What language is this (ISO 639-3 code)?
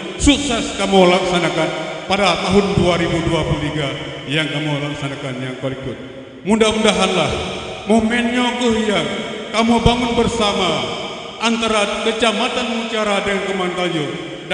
ace